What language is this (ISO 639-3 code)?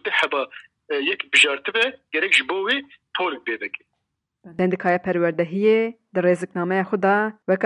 kur